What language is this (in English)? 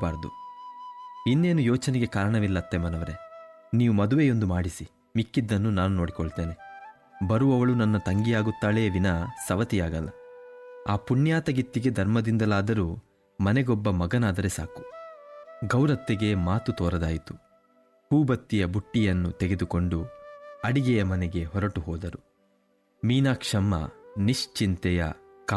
Kannada